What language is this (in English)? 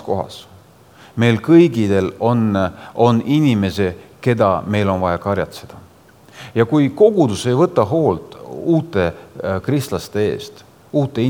Estonian